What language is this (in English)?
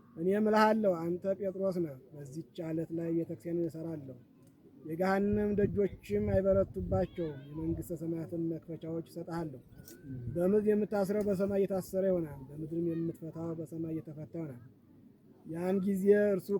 Amharic